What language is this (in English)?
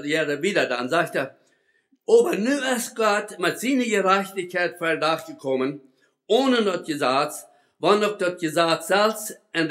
Plautdietsch